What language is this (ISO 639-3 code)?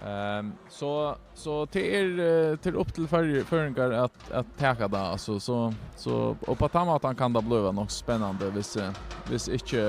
fao